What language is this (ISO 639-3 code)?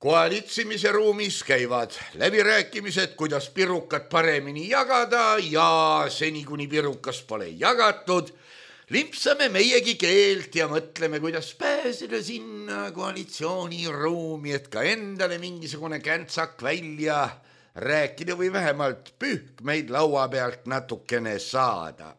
est